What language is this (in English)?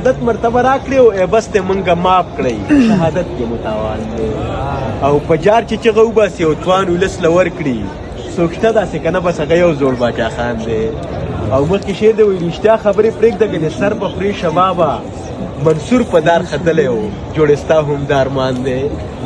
Pashto